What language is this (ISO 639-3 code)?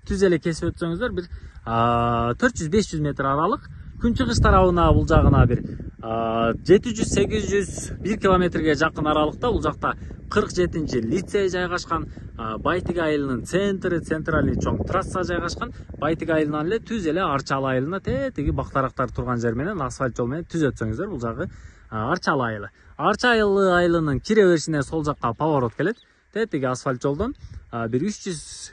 kir